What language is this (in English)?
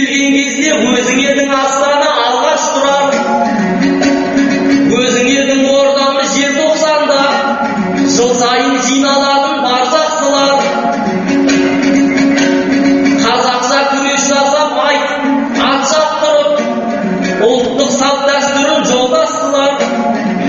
Kazakh